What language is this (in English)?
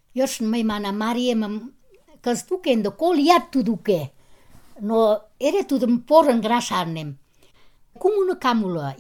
Mari